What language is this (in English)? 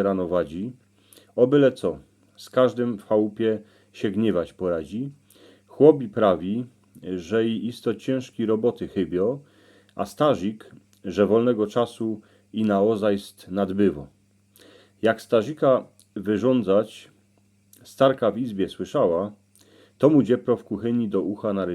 Silesian